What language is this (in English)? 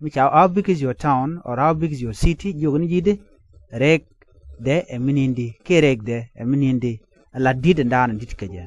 Nuer